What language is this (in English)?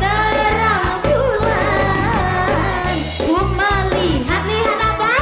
Musi